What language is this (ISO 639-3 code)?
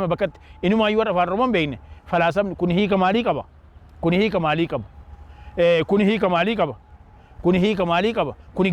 orm